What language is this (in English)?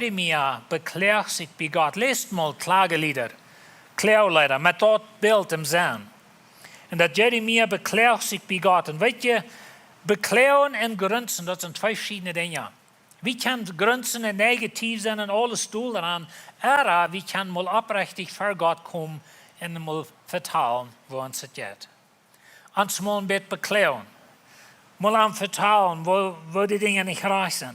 Plautdietsch